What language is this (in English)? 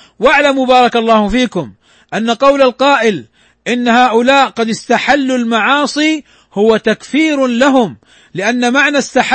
Arabic